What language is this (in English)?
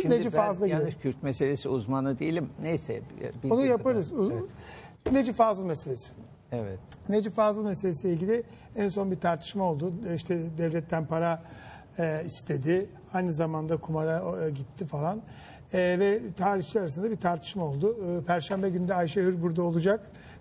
Turkish